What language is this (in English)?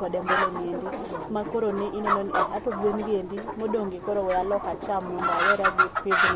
Luo (Kenya and Tanzania)